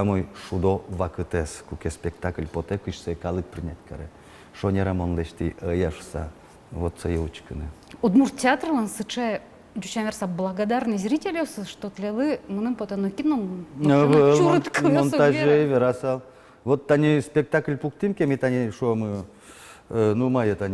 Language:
Udmurt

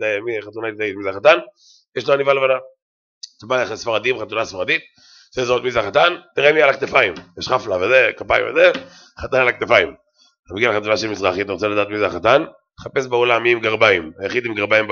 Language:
Hebrew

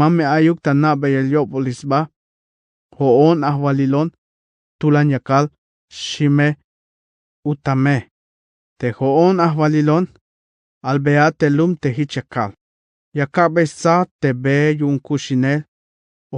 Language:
Tzeltal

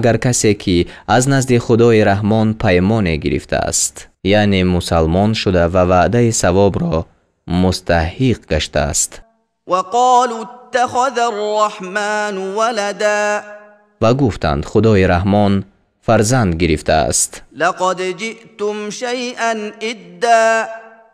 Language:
Tajik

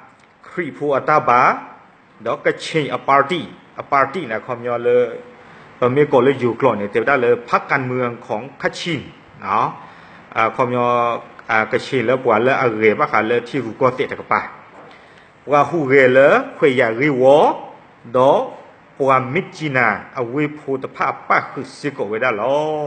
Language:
S'gaw Karen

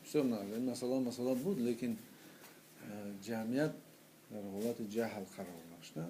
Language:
Tajik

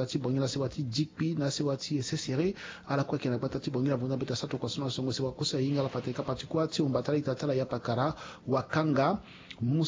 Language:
Sango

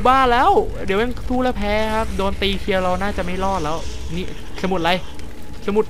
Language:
Thai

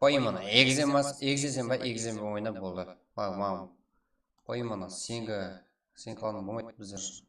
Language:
Kara-Kalpak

